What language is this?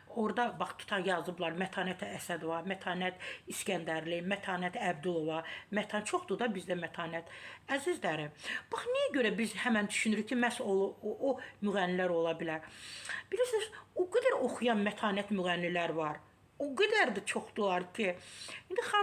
Azerbaijani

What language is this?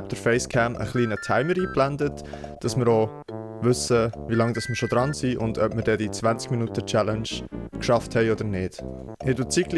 Swiss German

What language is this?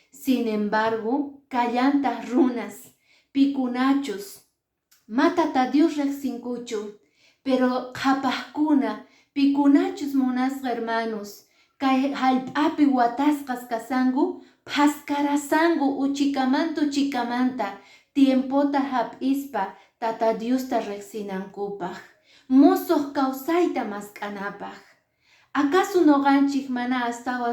Quechua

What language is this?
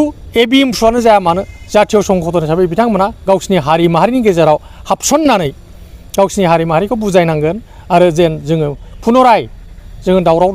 Bodo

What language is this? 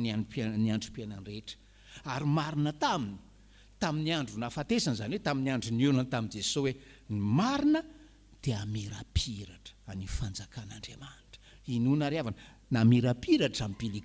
Malagasy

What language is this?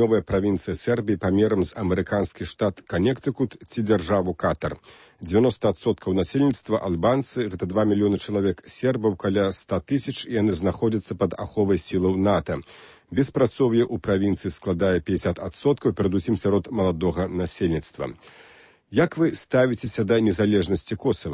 Belarusian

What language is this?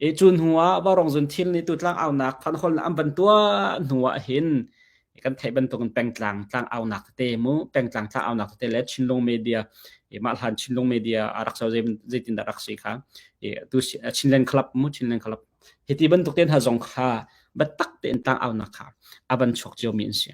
Hakha Chin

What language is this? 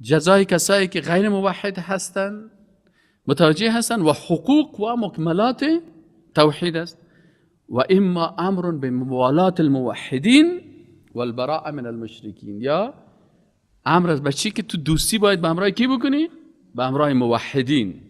Persian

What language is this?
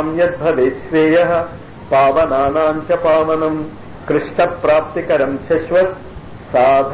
Telugu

